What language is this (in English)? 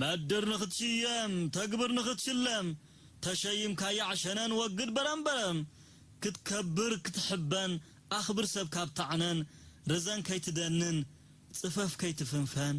Tigrinya